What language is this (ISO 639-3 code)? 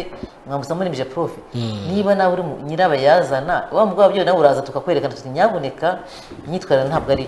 kin